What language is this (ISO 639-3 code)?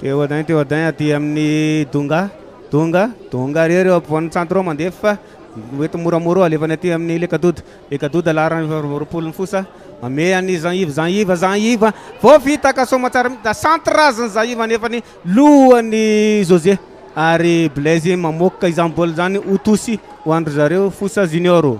mlg